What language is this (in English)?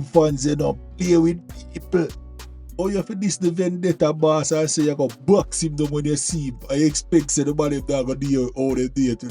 Jamaican Creole English